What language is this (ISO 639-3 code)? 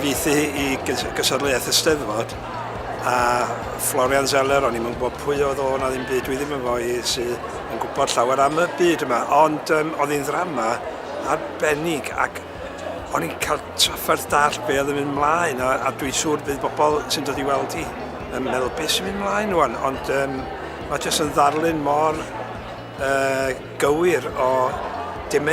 cym